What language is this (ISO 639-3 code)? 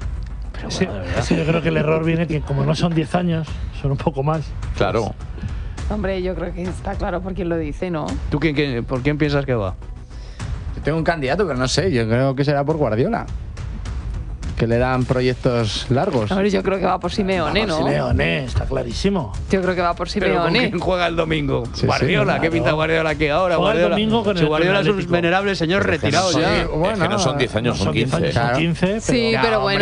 spa